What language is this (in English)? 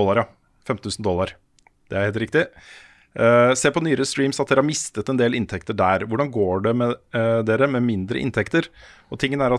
Norwegian